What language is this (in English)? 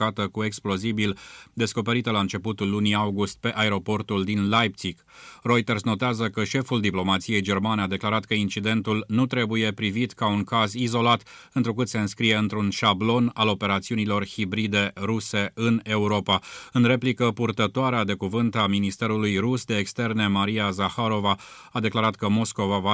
Romanian